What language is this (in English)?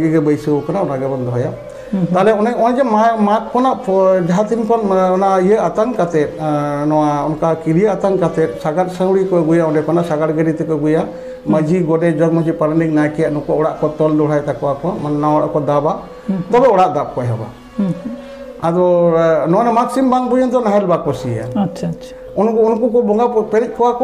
Santali